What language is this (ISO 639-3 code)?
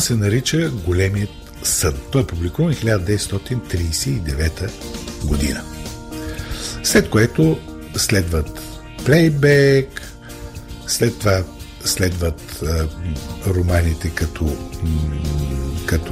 bul